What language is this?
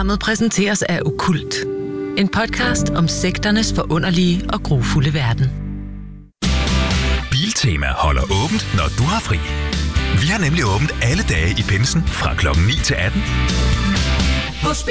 Danish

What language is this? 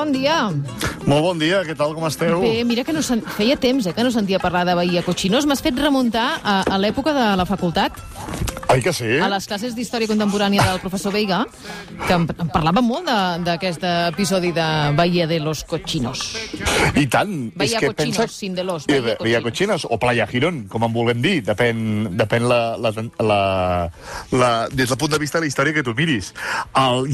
Catalan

